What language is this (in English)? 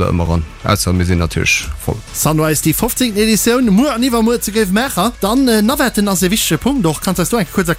Luxembourgish